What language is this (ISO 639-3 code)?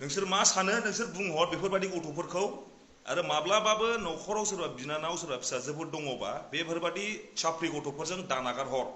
brx